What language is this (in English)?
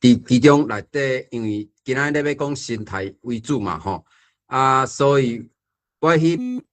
Min Nan Chinese